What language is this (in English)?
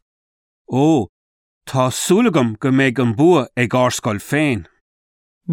Irish